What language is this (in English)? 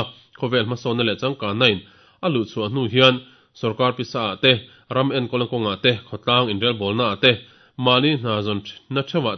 Mizo